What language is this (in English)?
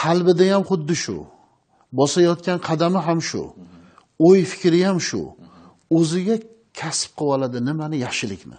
Uzbek